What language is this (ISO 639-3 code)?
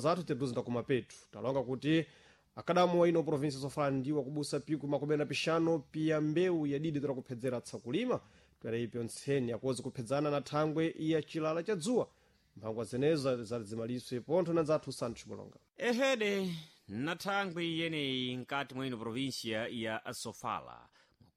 seh